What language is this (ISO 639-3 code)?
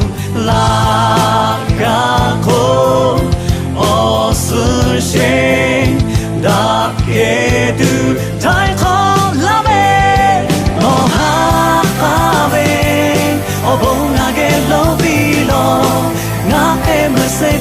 lhu